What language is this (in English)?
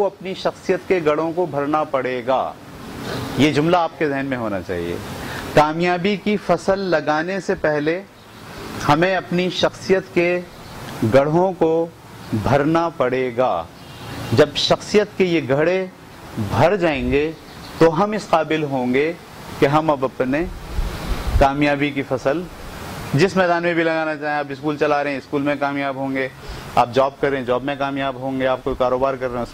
Urdu